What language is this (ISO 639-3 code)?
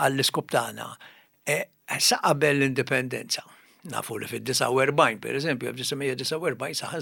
mlt